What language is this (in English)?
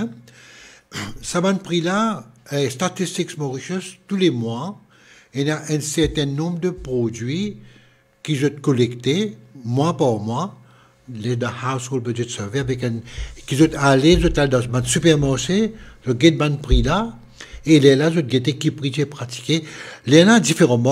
Morisyen